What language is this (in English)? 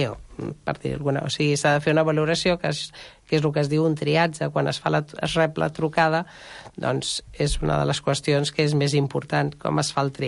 Catalan